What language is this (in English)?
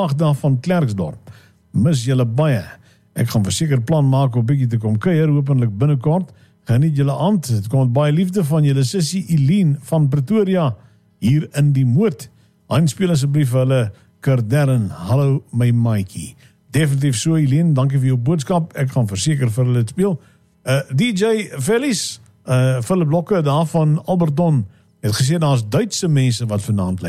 Afrikaans